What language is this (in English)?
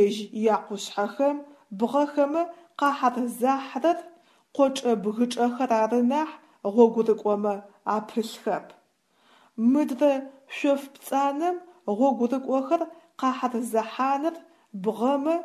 Adyghe